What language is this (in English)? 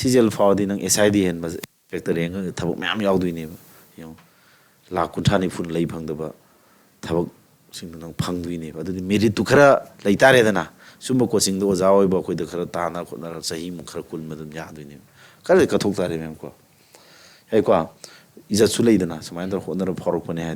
Manipuri